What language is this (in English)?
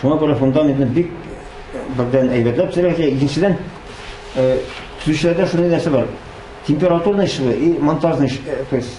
Tatar